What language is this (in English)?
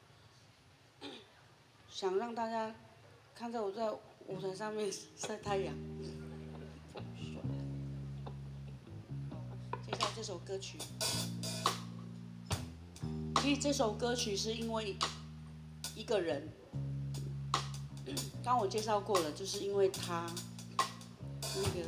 Chinese